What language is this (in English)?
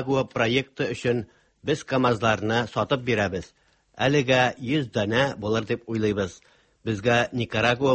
Tatar